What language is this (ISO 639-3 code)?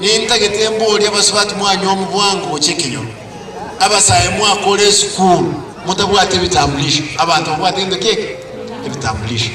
guz